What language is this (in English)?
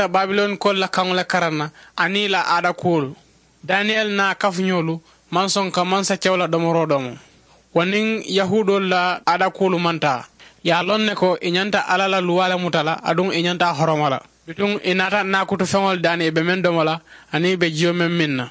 Mandingo